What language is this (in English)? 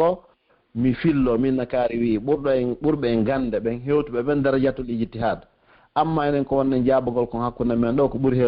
Pular